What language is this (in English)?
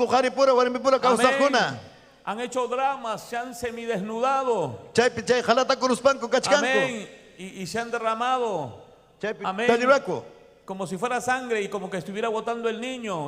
Ayacucho Quechua